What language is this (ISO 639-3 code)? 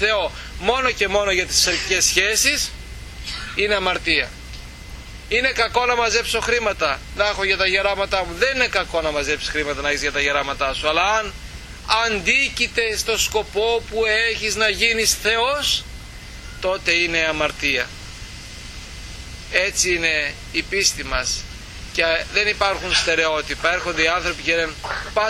ell